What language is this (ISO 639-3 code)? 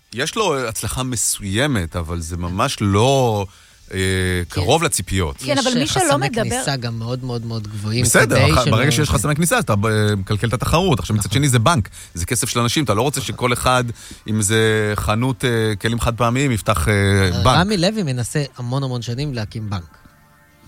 heb